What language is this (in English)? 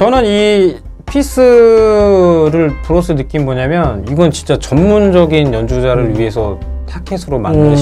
Korean